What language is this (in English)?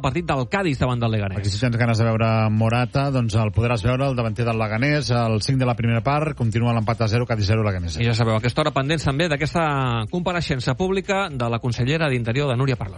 Catalan